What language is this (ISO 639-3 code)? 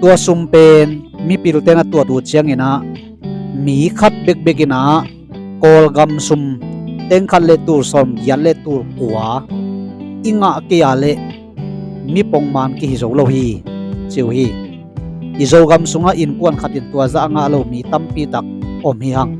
ctd